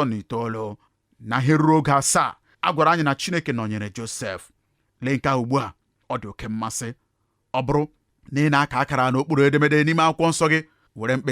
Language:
Igbo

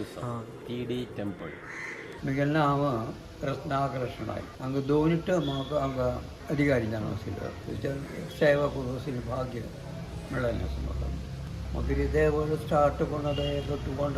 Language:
Konkani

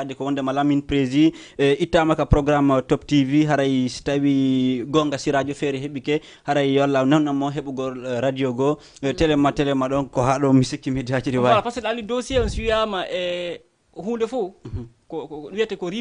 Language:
Fula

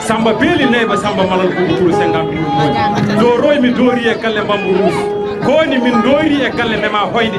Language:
Fula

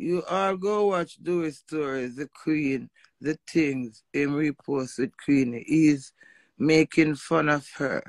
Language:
Jamaican Creole English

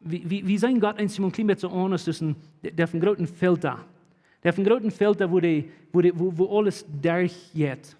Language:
Plautdietsch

